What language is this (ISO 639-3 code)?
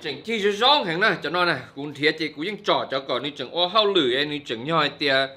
hmn